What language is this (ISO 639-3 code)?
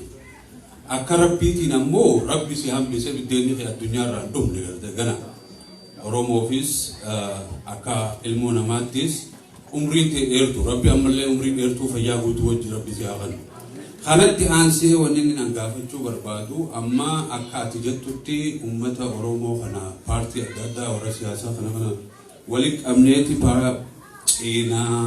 orm